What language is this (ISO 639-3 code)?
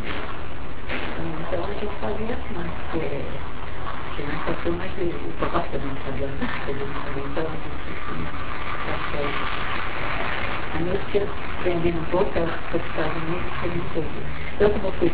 por